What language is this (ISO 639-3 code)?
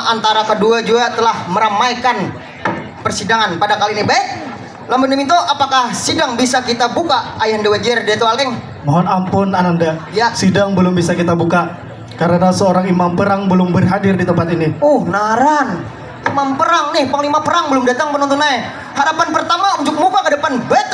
bjn